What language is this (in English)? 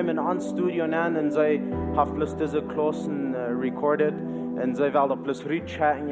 Plautdietsch